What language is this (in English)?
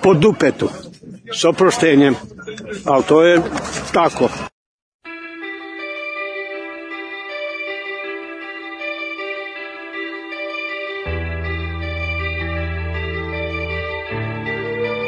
Serbian